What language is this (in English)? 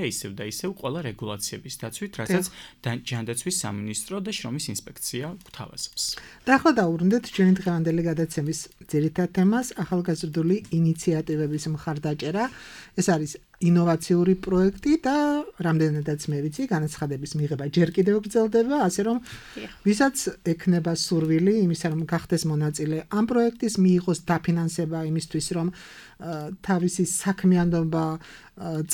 Georgian